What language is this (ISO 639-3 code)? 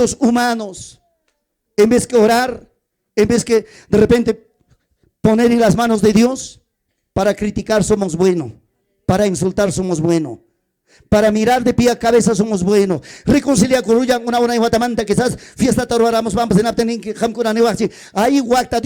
quy